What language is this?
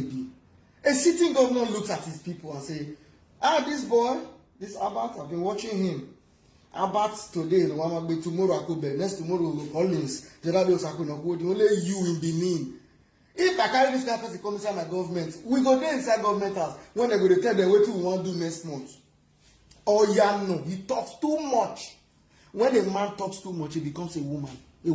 Nigerian Pidgin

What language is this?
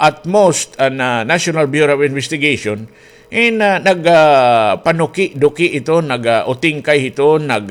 Waray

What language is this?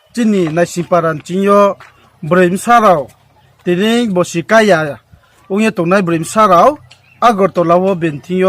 Riang (India)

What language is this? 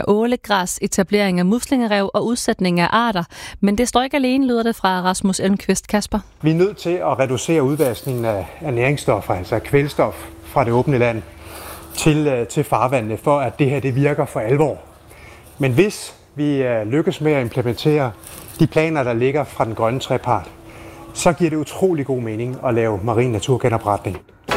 Danish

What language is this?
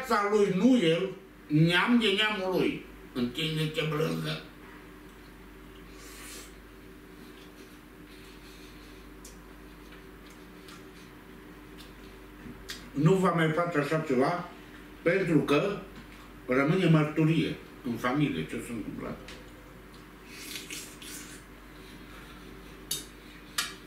Romanian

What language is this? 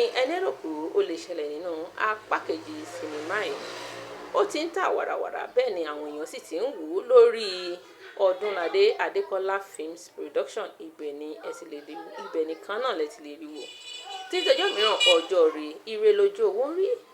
Yoruba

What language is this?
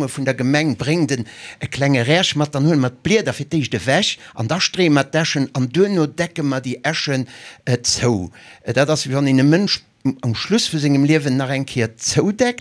Luxembourgish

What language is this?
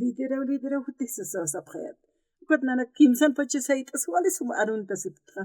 Aymara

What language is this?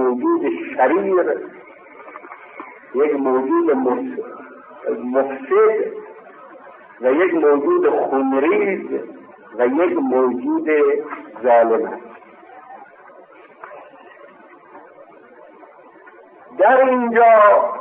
Persian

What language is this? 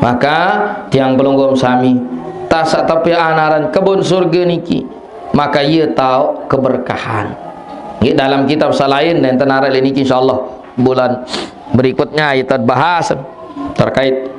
Sasak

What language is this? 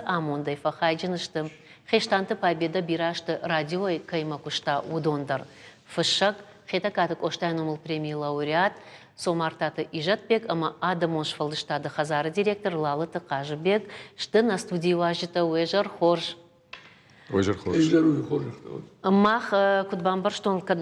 Ossetic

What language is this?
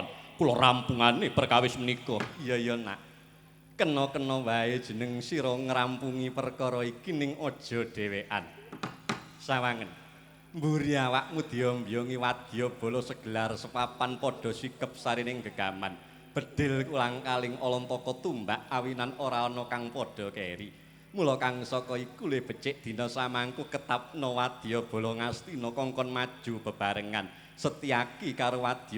Javanese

